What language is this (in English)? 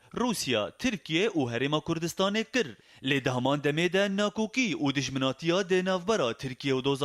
Kurdish